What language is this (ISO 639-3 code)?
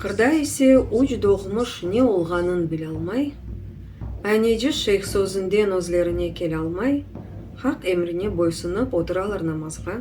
crh